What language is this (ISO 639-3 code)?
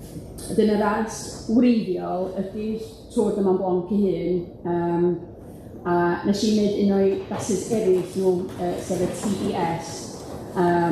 cym